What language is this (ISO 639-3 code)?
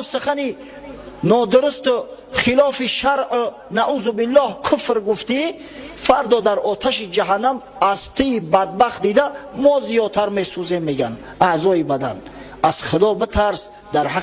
tgk